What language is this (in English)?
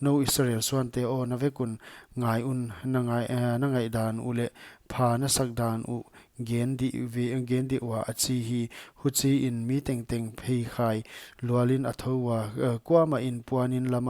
Paite Chin